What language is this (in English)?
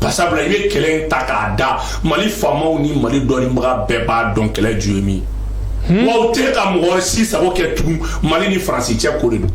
Bambara